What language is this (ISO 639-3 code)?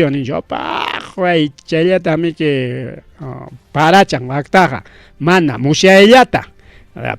quy